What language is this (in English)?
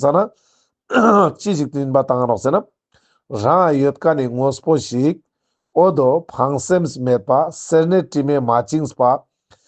Ladakhi